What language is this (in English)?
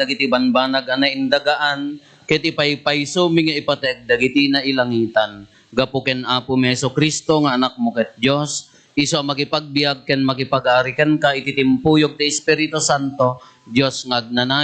Iloko